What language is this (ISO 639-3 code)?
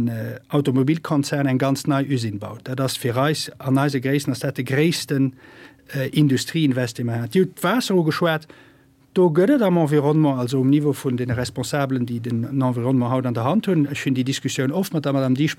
ltz